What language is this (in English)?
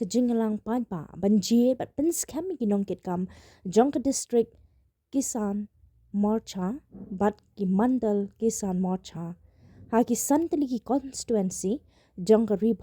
Khasi